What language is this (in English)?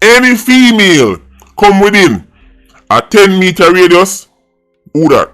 Jamaican Creole English